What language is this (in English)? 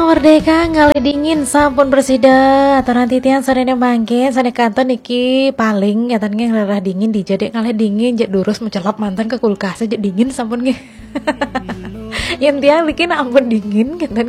Balinese